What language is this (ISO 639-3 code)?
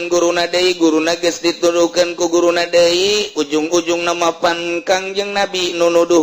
sun